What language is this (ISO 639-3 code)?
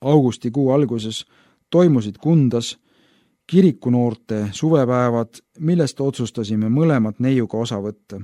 est